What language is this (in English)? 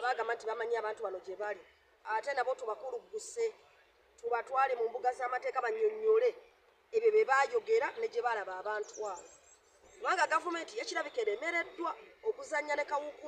Ganda